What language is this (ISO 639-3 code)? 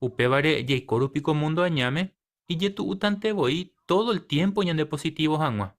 grn